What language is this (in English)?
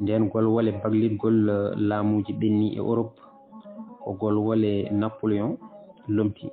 Fula